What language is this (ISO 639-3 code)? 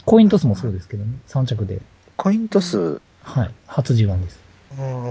jpn